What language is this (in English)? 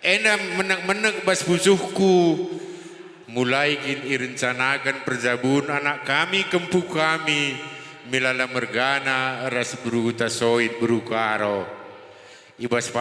Batak Karo